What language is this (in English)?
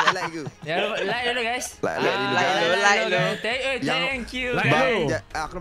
Malay